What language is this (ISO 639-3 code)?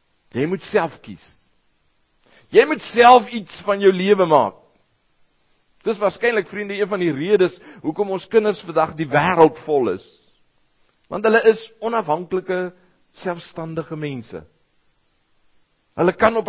afr